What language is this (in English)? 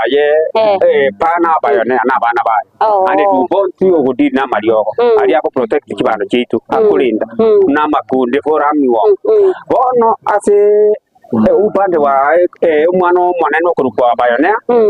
Gusii